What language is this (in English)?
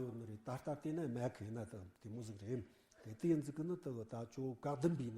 Tibetan